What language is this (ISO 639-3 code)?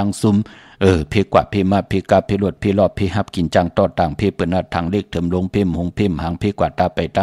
shn